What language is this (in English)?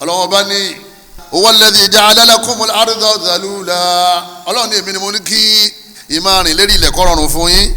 Yoruba